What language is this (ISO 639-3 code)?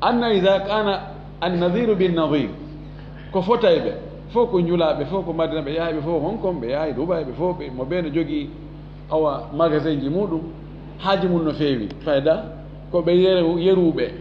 ful